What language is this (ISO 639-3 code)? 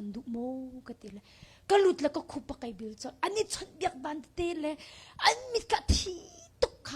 cnh